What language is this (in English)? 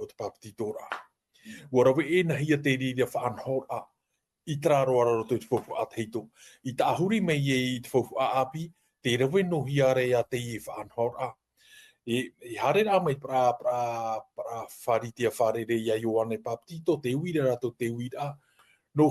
Tahitian